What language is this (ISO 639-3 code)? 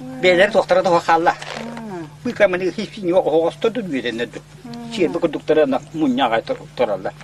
sah